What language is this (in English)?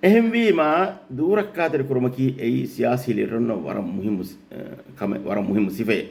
Divehi